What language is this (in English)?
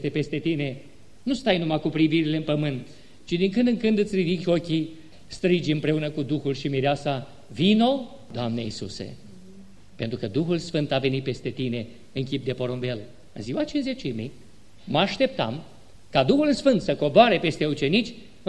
Romanian